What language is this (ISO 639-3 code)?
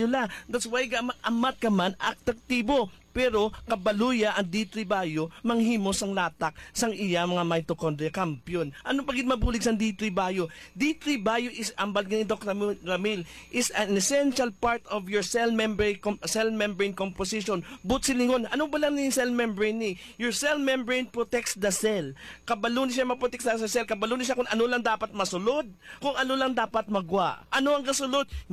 hil